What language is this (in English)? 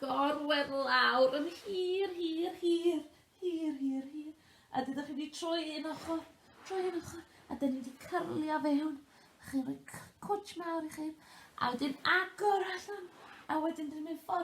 Welsh